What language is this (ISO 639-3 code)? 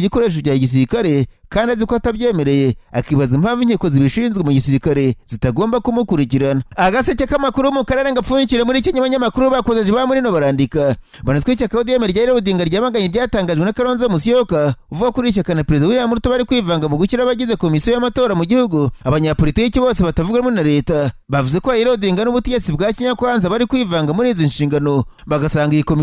kin